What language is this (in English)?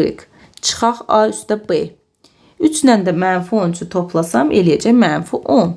Azerbaijani